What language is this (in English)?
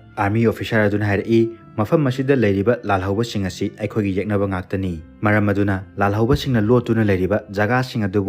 Manipuri